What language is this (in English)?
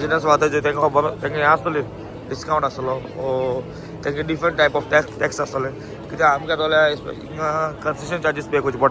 Konkani